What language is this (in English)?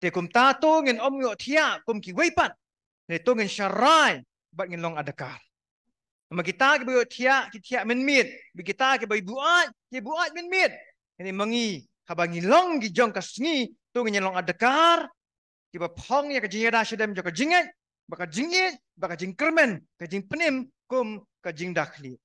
Khasi